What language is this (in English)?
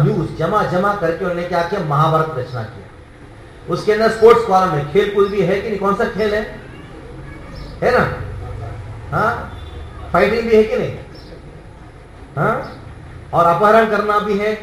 Hindi